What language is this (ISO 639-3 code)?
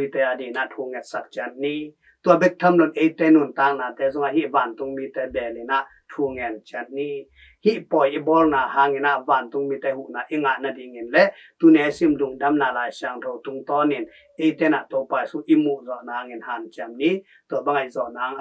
ctd